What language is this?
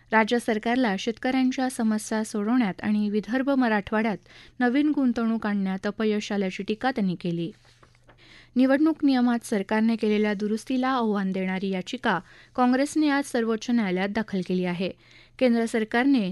Marathi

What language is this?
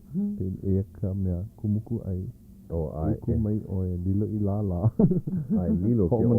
Hawaiian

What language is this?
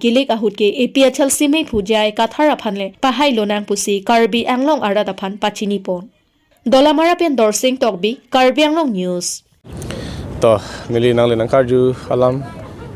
Karbi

